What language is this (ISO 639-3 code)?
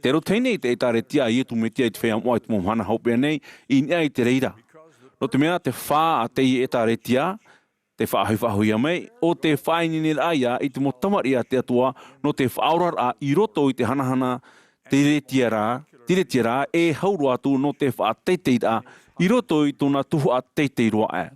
tah